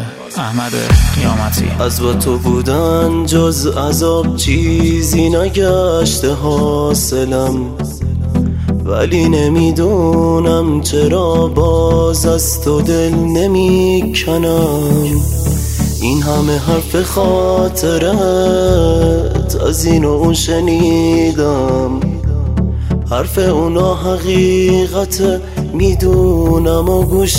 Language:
Persian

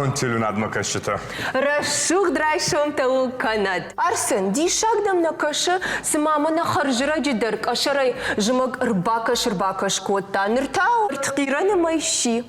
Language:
Ossetic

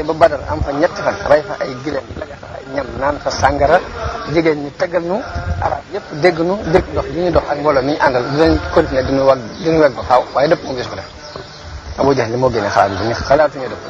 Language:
Wolof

